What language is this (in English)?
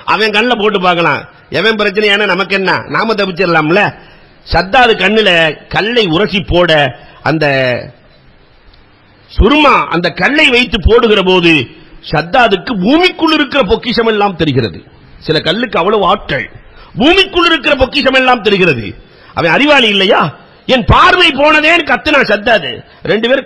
Tamil